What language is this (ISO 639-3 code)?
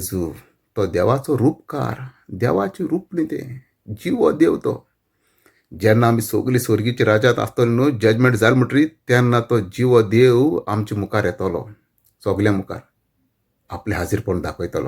kok